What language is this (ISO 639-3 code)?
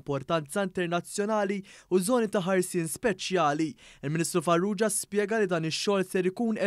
mlt